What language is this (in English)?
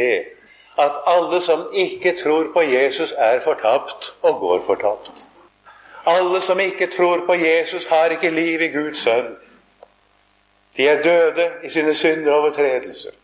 Norwegian